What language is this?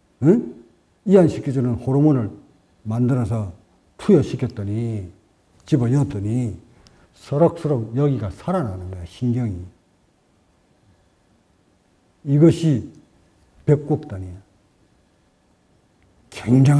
Korean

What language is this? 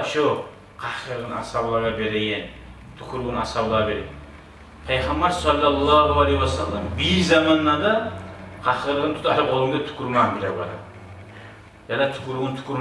Kumyk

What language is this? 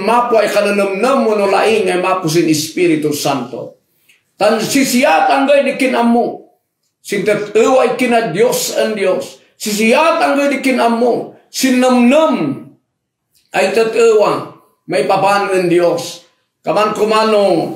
Kankanaey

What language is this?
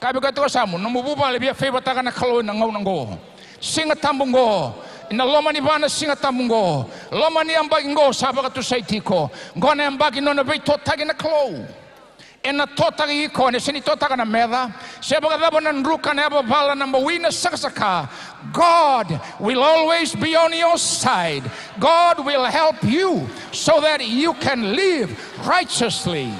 Fijian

